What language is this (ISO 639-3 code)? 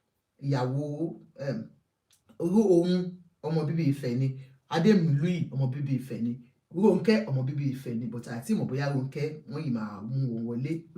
yor